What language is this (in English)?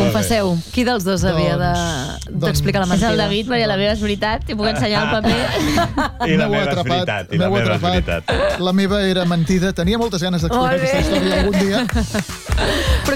Catalan